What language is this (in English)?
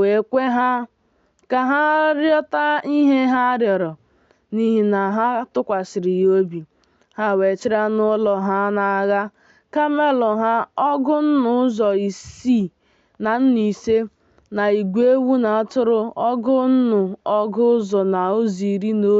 Igbo